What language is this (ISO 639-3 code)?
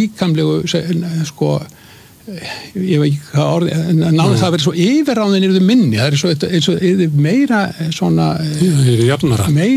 isl